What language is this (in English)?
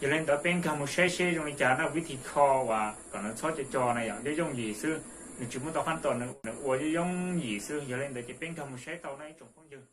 Hmong